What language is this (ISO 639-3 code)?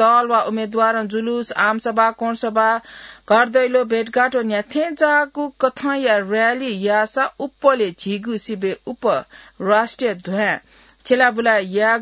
new